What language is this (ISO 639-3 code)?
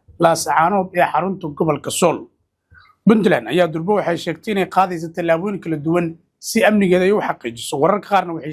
som